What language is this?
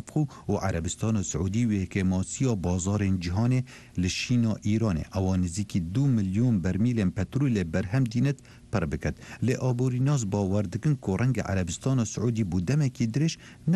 Kurdish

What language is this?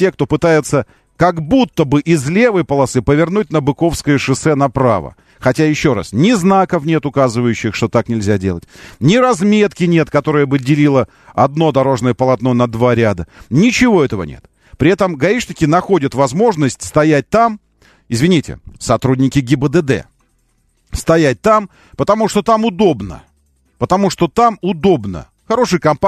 Russian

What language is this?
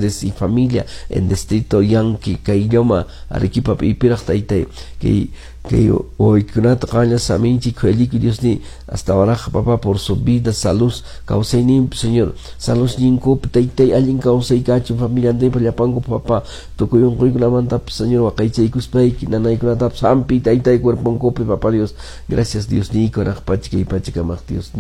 Quechua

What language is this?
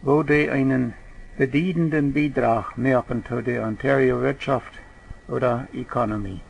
Plautdietsch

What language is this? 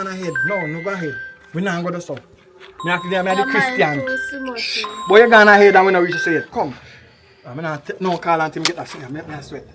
Jamaican Creole English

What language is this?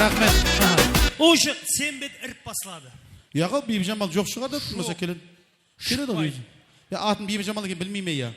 Kara-Kalpak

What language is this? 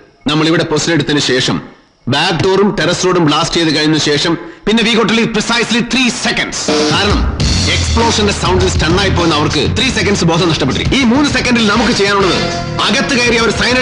Malayalam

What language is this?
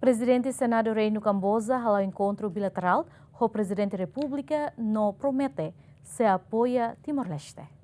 Tetum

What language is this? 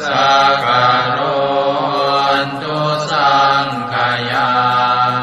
Pali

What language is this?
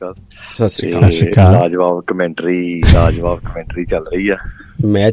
Punjabi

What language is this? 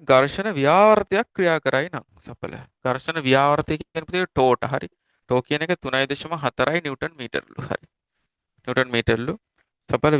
Sinhala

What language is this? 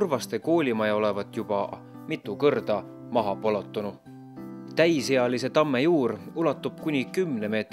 Estonian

